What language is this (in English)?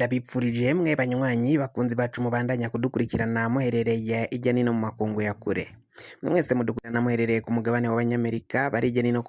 Rundi